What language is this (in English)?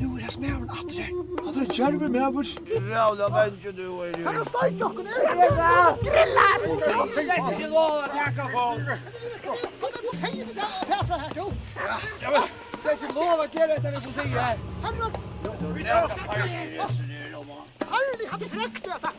Faroese